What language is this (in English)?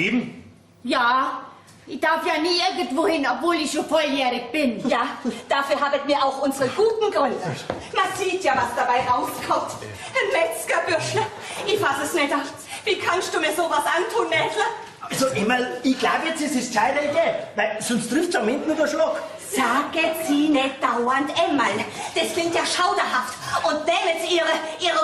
Bavarian